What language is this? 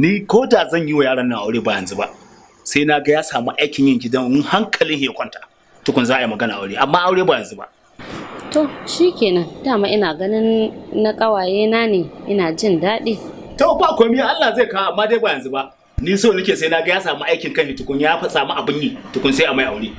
Hausa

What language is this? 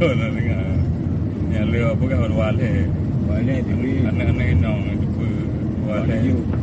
Achinese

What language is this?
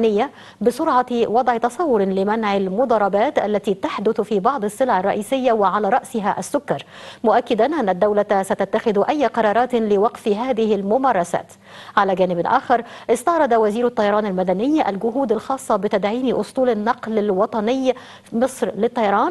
Arabic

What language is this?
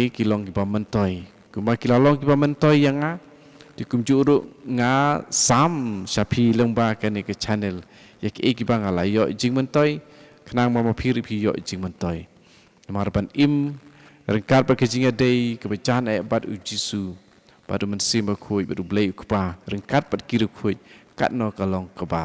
Khasi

